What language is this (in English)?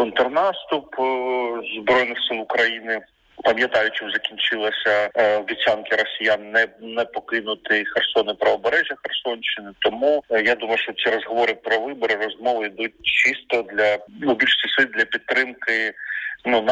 Ukrainian